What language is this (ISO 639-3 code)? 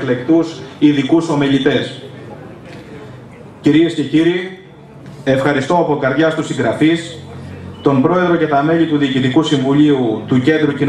ell